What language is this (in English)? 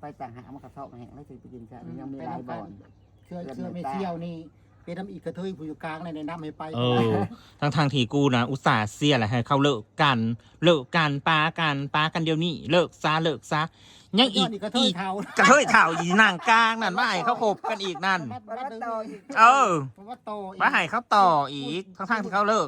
Northeastern Thai